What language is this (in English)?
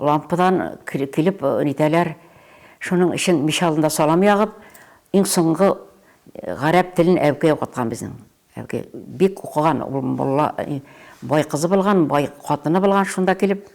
Bashkir